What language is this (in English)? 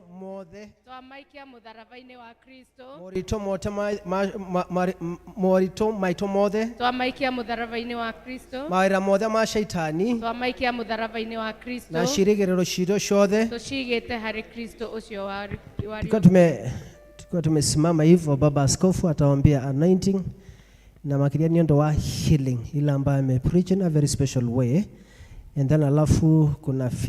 Kikuyu